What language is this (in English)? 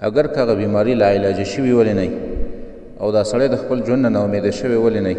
Pashto